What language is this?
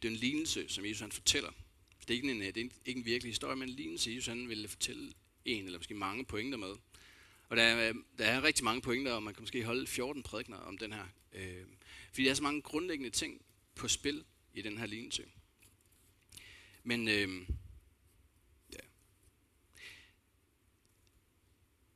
Danish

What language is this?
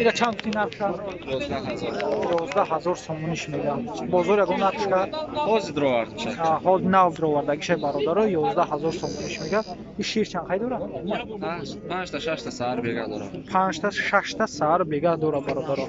Tajik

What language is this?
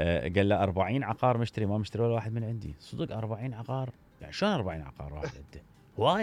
Mesopotamian Arabic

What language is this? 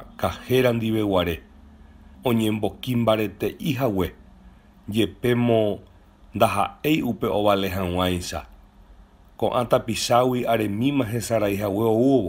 Guarani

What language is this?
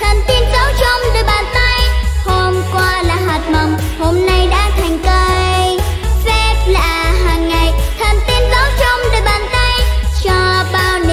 Vietnamese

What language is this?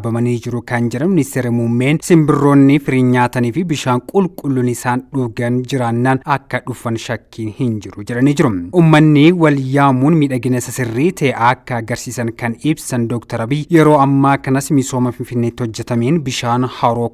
Oromo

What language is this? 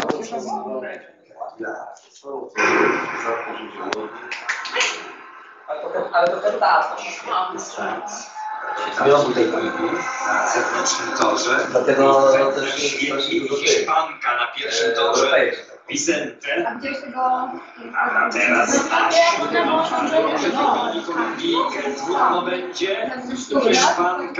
Polish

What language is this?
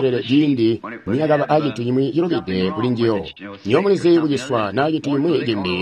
Tonga (Zambia)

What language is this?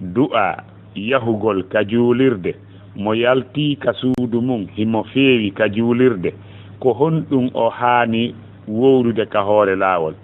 Fula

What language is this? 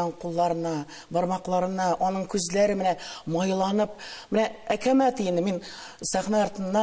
Tatar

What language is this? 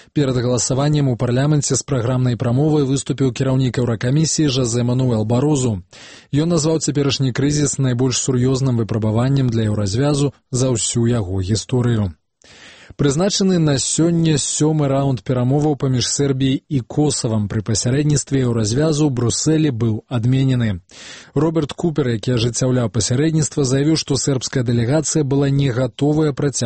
Belarusian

